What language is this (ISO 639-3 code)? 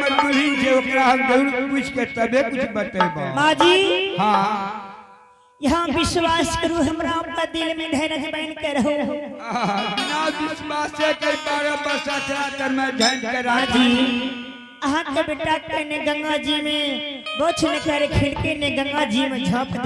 anp